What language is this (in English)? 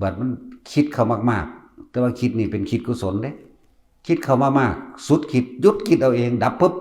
Northeastern Thai